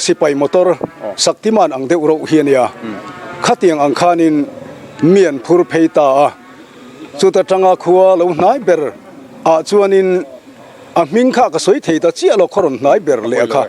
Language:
Mizo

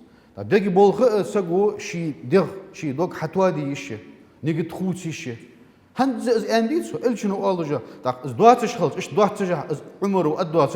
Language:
Ingush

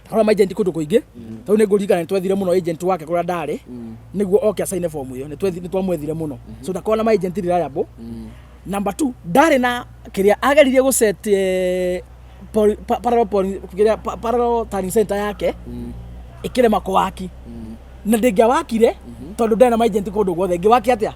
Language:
Kikuyu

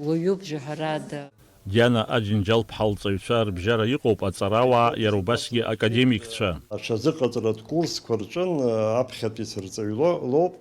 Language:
Abkhazian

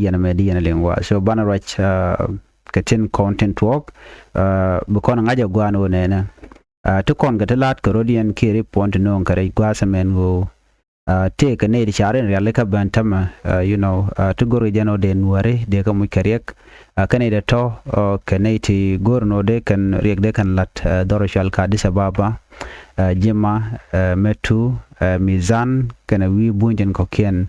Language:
Nuer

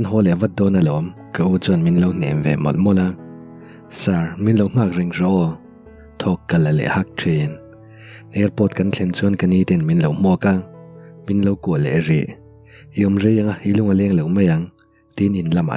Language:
Mizo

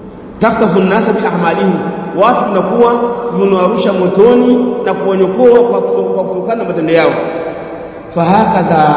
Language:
Swahili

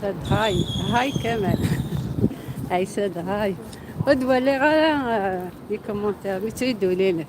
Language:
Algerian Arabic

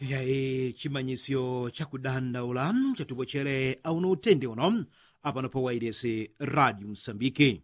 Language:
Yao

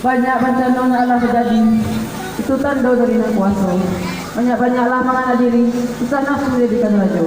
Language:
Minangkabau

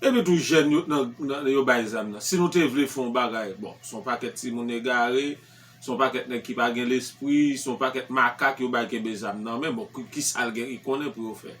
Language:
Haitian Creole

